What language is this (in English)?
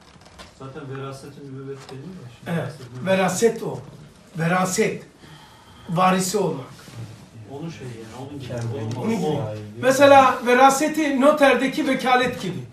Turkish